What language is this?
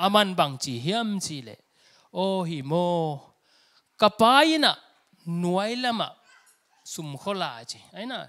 Tedim Chin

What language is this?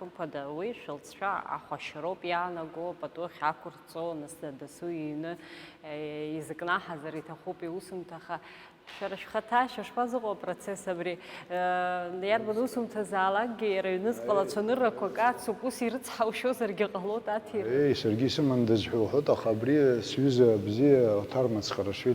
Abkhazian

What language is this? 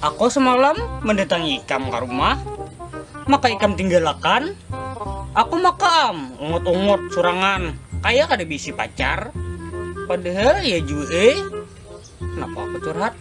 Banjar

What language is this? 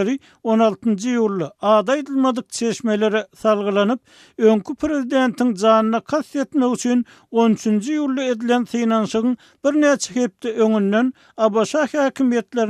Turkmen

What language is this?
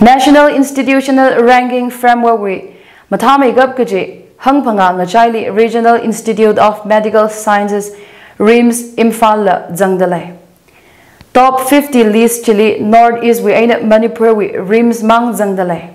Tangkhul Naga (India)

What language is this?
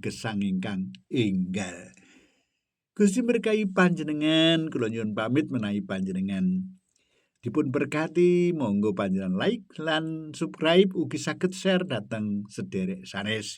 Javanese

